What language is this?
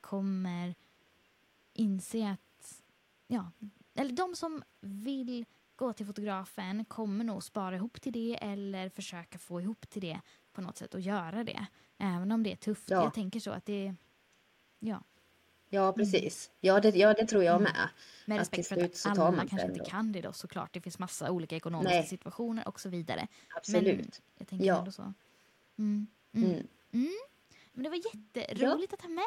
Swedish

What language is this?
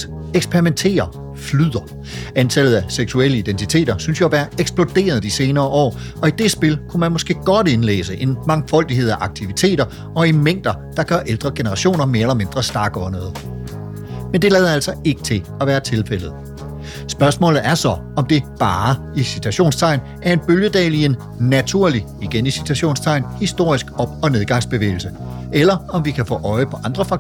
Danish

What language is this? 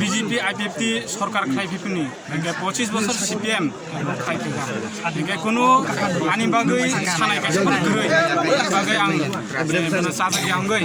Kok Borok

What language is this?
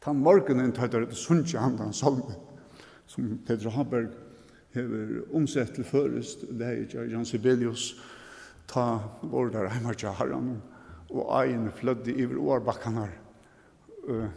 Faroese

